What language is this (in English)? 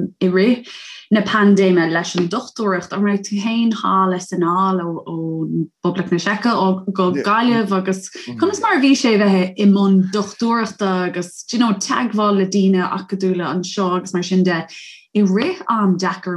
Irish